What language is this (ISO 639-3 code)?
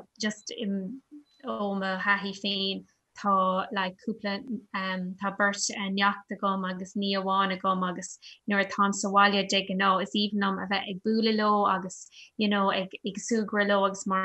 gle